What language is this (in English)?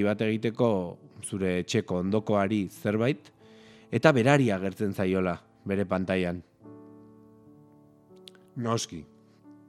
Basque